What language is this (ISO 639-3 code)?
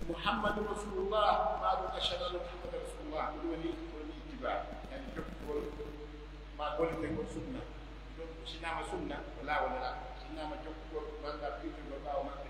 fuf